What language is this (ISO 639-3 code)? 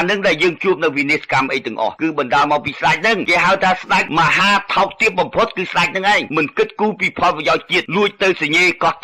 khm